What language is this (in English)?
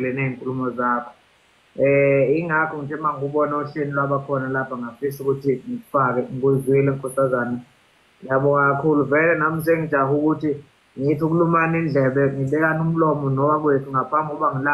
Zulu